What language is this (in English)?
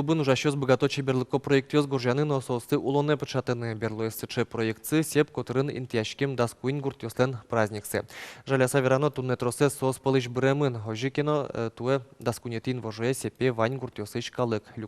Udmurt